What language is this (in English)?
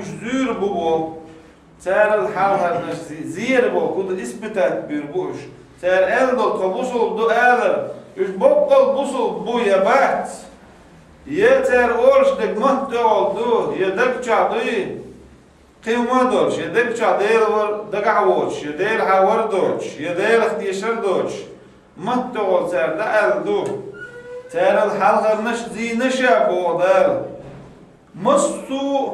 Chechen